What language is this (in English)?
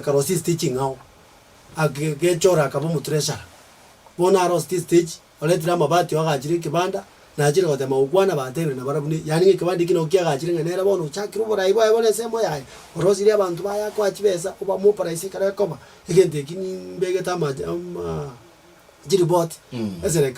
Gusii